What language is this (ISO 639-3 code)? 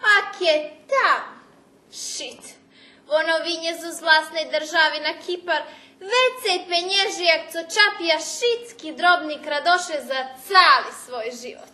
rue